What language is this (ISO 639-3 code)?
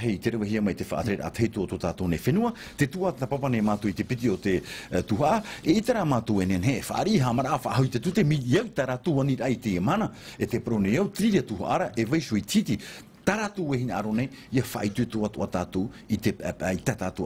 tah